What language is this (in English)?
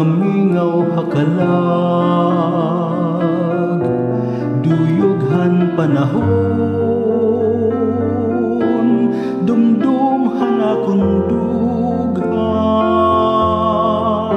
Waray